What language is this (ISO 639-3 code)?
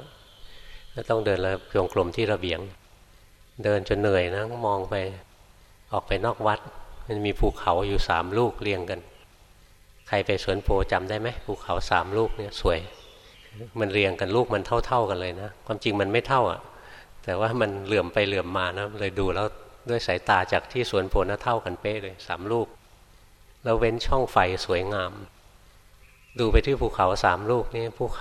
tha